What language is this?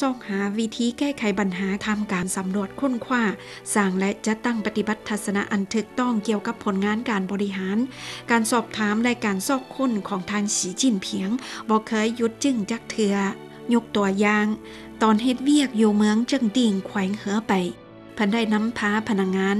Lao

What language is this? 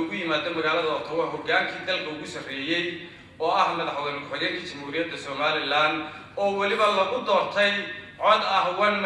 Somali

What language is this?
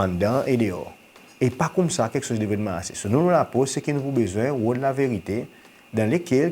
Seselwa Creole French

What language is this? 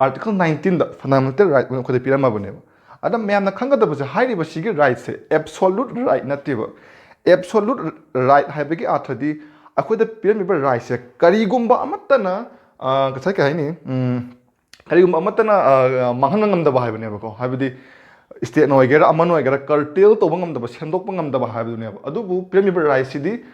Manipuri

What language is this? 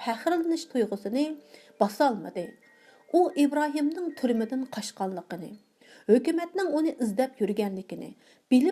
Uyghur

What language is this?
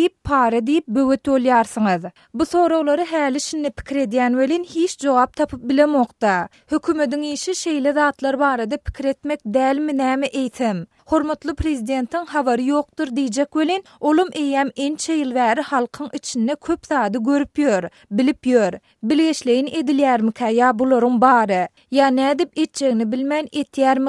Turkmen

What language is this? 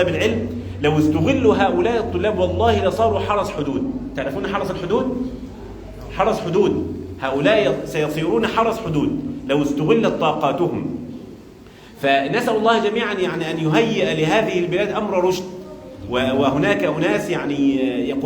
Pular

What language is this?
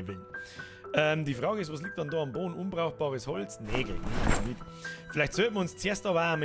Bavarian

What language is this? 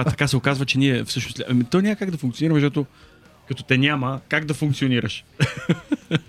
Bulgarian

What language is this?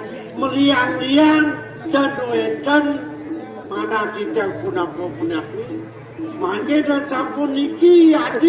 Balinese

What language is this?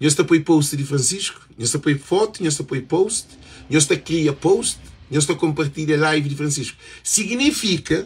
Kabuverdianu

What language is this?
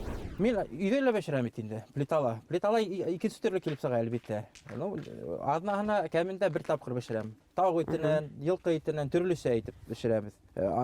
Bashkir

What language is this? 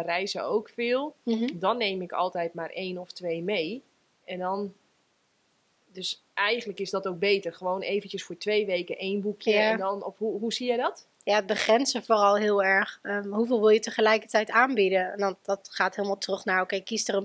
Dutch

